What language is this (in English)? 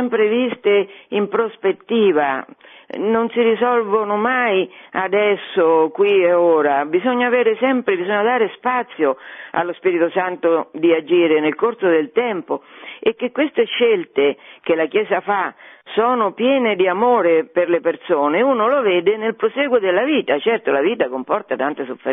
Italian